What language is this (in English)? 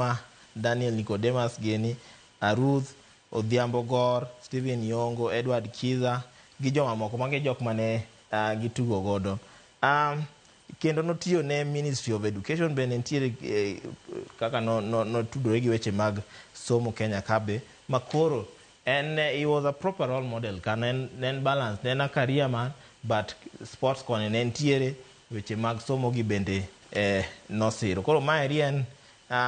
Luo (Kenya and Tanzania)